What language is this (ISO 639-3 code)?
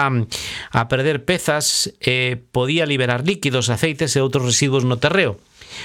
glg